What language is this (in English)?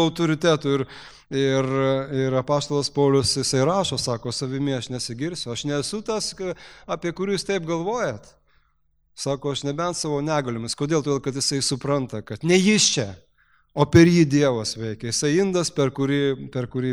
Lithuanian